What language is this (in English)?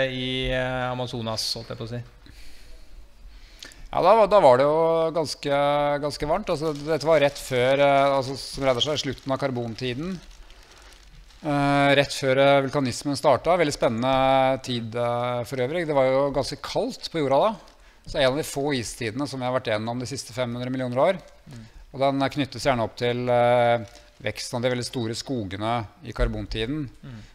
Norwegian